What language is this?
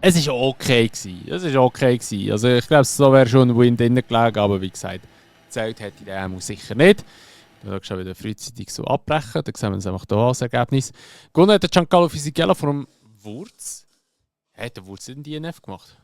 Swiss German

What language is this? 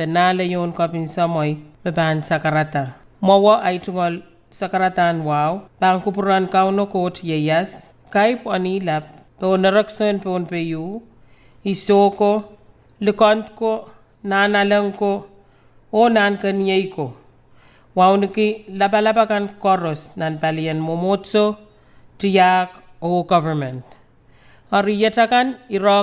Pohnpeian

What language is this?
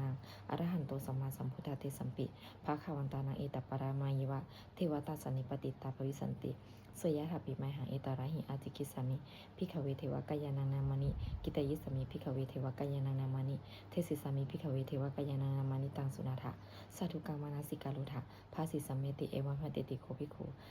Pali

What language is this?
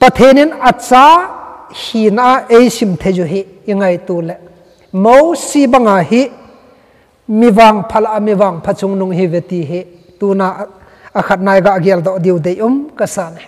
Thado Chin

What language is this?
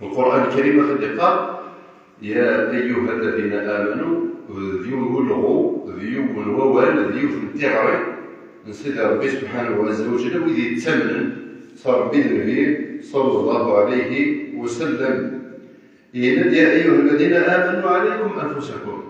Kabyle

